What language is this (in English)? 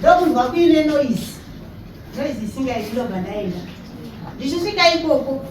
Shona